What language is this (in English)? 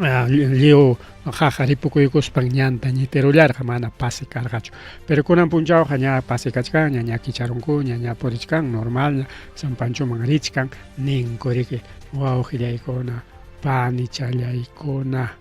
Ayacucho Quechua